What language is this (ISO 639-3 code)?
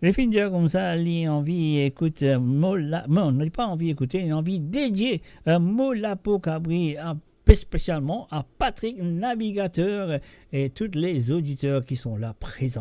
mfe